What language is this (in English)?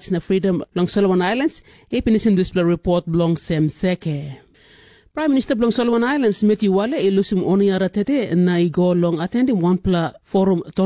Tok Pisin